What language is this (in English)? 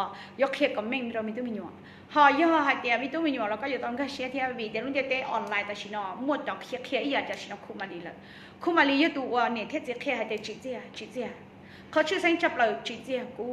Hmong